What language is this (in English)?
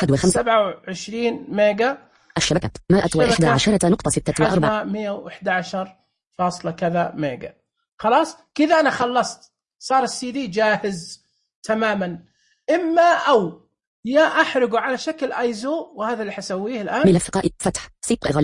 Najdi Arabic